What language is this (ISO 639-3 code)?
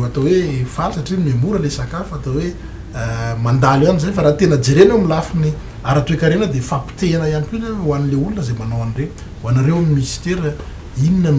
mlg